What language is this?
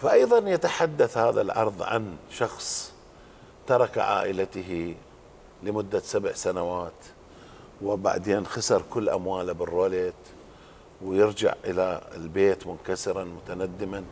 Mesopotamian Arabic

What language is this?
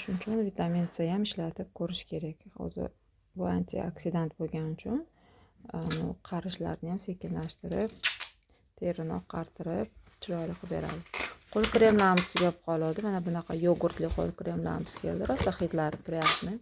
Uzbek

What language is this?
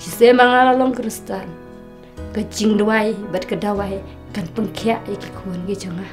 Khasi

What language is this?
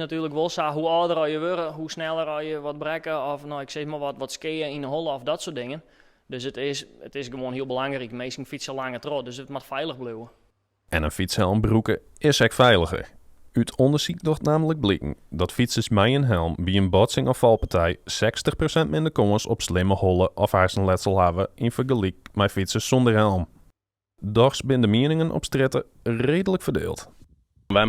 Western Frisian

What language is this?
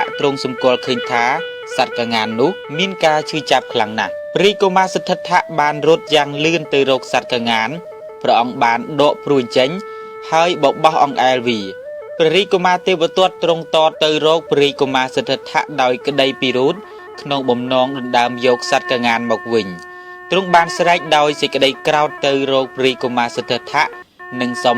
Khmer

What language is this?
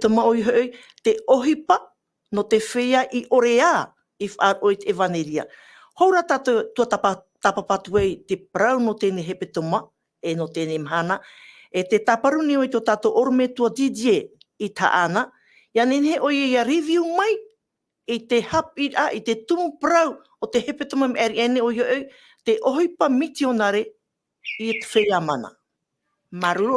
Tahitian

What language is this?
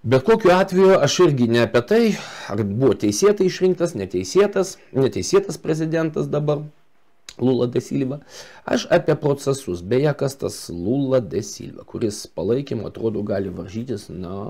Lithuanian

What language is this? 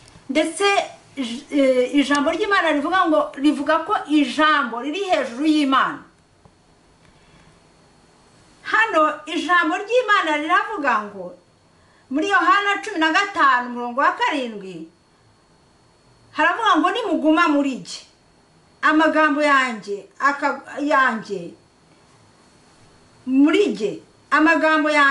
Kinyarwanda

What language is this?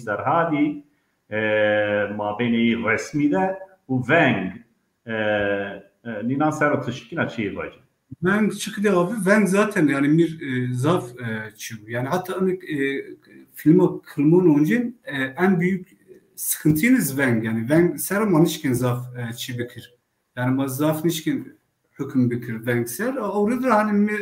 Zaza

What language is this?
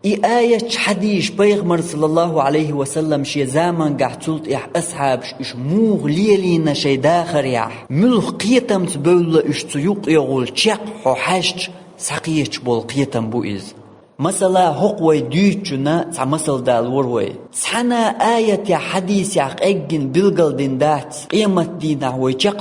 Chechen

